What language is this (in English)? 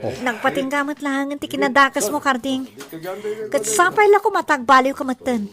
Iloko